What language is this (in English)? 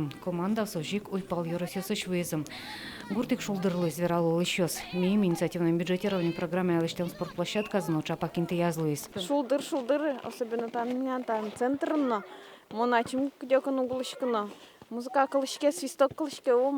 Udmurt